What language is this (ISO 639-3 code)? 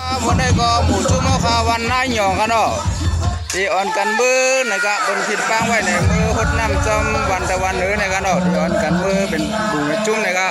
shn